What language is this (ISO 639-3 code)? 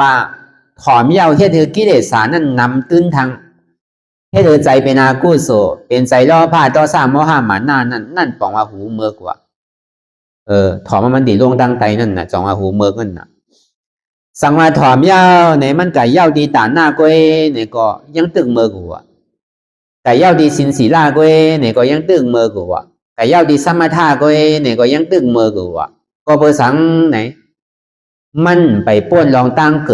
shn